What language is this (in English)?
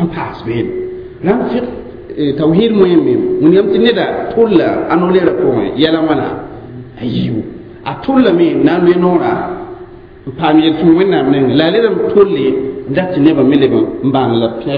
Mossi